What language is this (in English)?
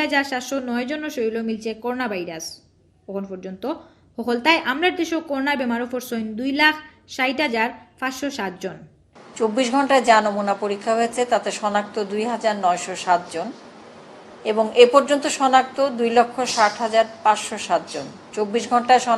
Sylheti